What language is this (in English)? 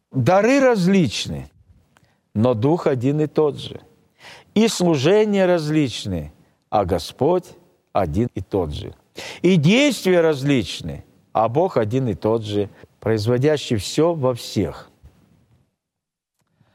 Russian